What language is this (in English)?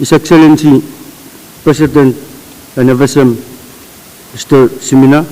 Pohnpeian